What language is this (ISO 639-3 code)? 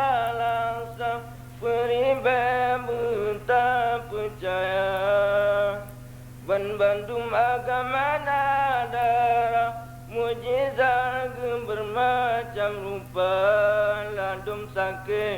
ace